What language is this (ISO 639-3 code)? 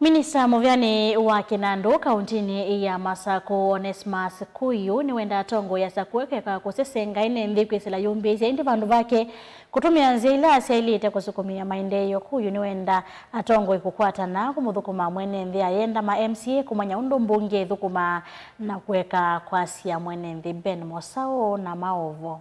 kam